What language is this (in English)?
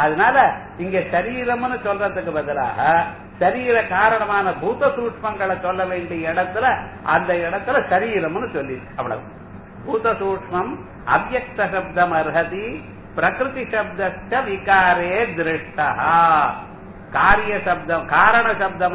Tamil